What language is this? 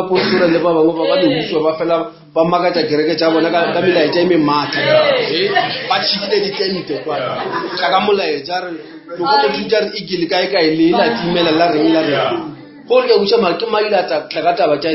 Northern Sotho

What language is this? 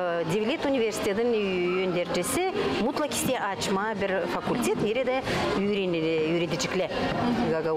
Gagauz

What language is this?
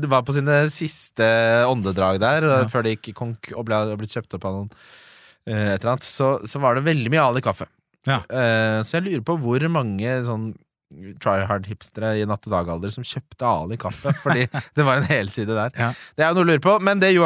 Norwegian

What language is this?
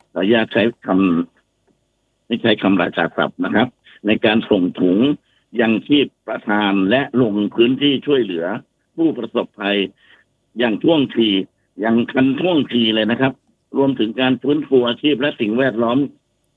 Thai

